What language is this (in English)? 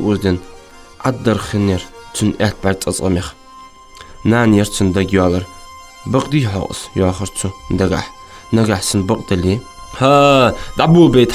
Ingush